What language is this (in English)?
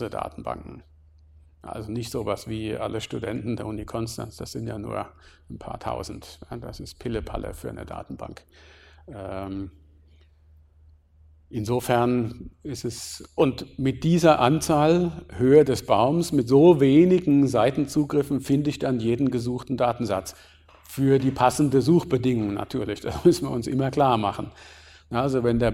German